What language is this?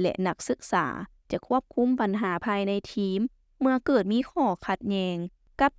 Lao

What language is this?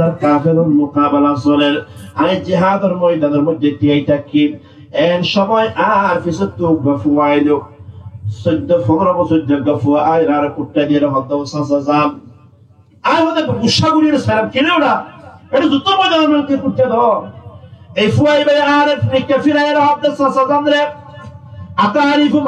Rohingya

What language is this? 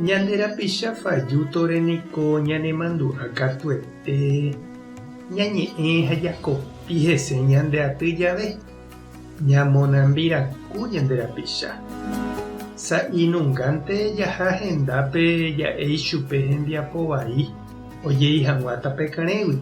Guarani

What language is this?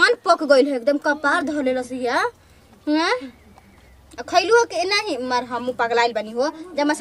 Bhojpuri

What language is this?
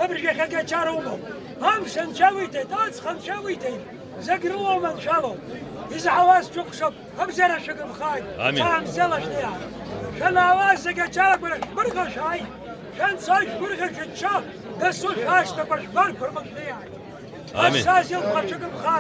Abkhazian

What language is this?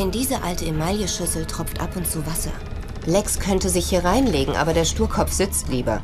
Bavarian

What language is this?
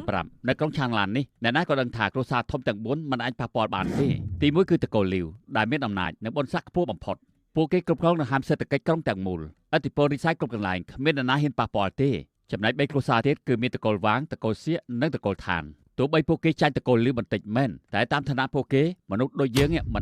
Khmer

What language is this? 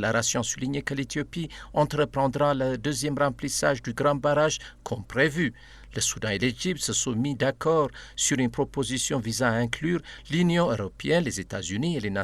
French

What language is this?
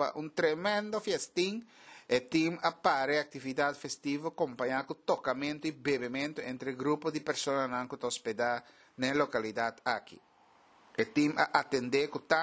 Papiamento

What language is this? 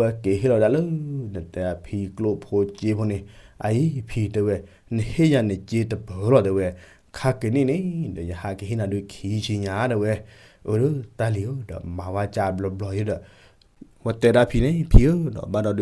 S'gaw Karen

